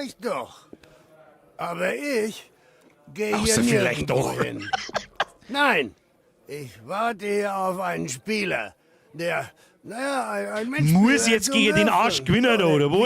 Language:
Bavarian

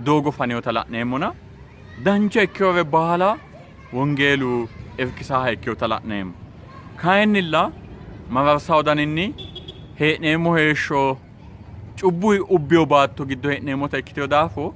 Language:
Sidamo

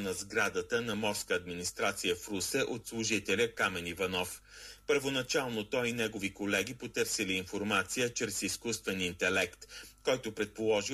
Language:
Bulgarian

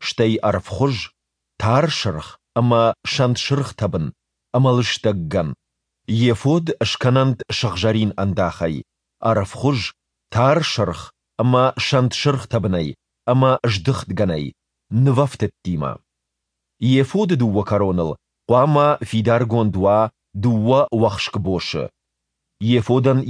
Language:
Ossetic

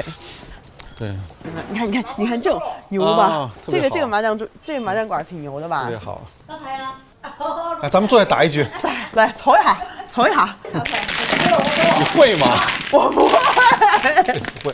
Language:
Chinese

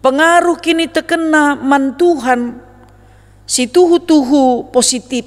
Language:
Batak Karo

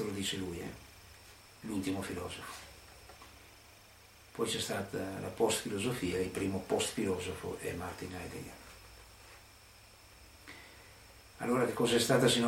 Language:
Italian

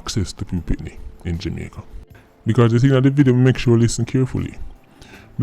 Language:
Jamaican Creole English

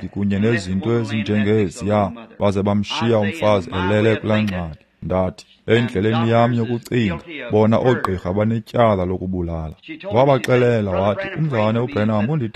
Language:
Xhosa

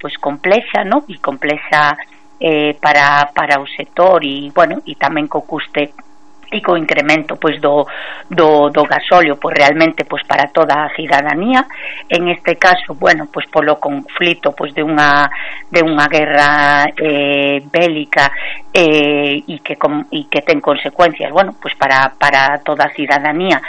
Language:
Galician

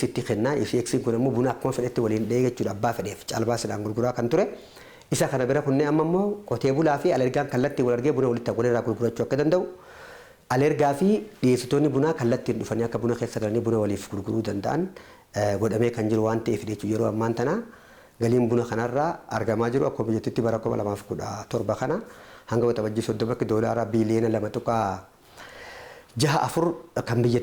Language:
Oromo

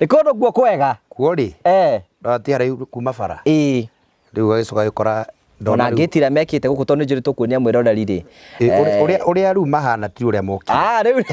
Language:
Kikuyu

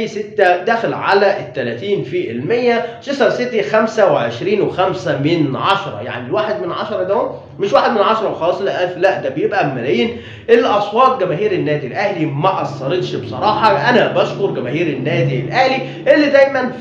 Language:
Egyptian Arabic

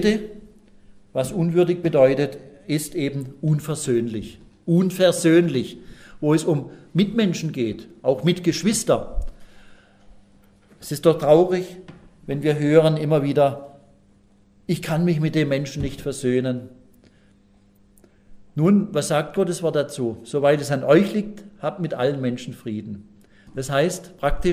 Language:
German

